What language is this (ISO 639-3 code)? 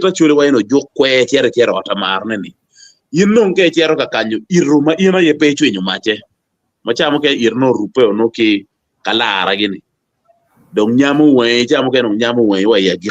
ach